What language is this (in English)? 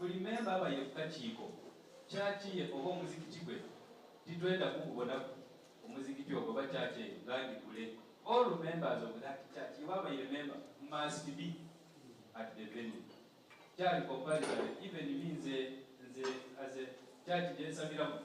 Soga